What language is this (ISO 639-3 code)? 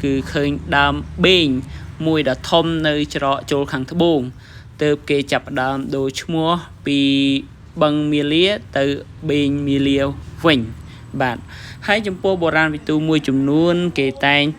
khm